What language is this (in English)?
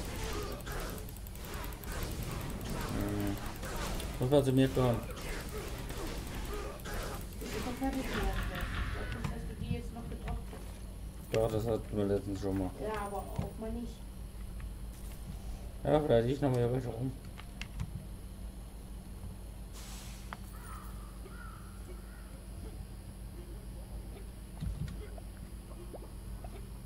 German